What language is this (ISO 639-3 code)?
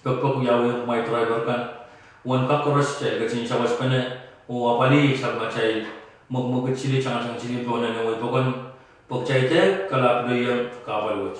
pon